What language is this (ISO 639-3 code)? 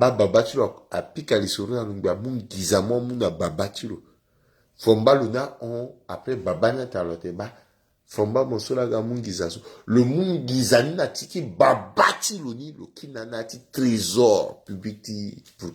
sag